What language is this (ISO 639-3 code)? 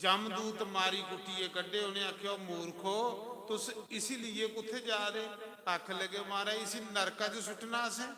doi